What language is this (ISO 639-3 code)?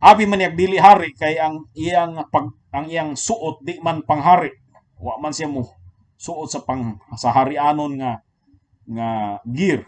ceb